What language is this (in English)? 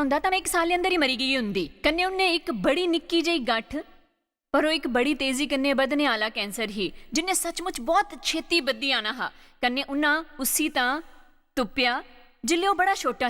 Dogri